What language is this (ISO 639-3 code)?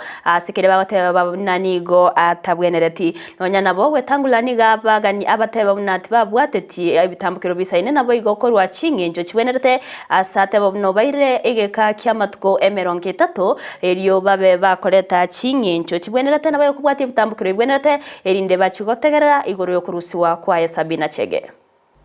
guz